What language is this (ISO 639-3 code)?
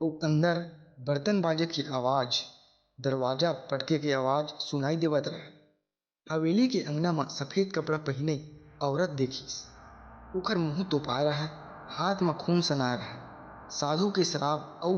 hne